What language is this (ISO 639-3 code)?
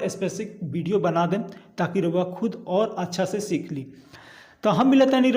bho